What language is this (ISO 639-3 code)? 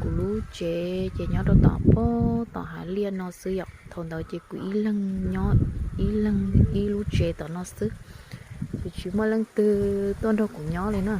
hmn